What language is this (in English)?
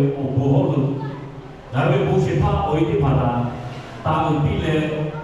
Lahu